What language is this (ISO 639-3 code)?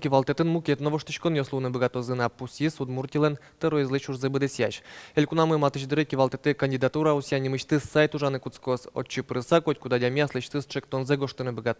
udm